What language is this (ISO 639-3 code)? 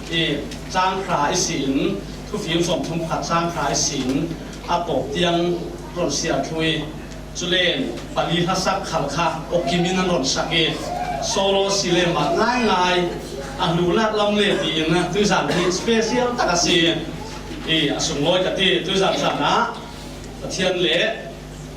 cfm